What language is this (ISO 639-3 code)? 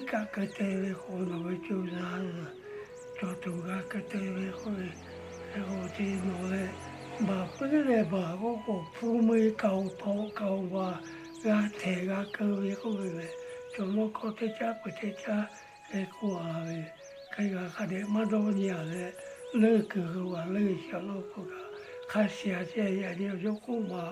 lhu